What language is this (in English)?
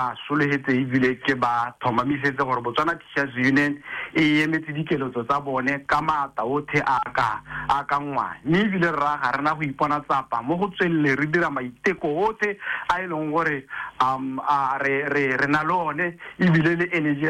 Tswana